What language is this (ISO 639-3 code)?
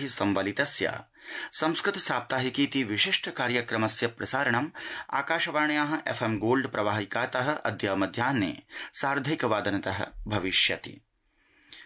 san